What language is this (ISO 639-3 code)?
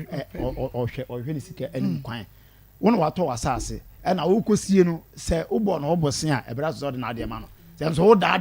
aka